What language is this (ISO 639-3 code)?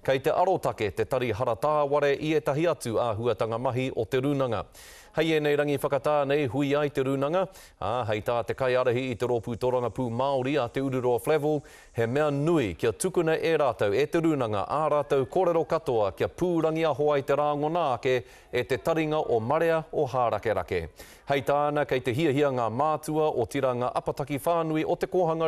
mri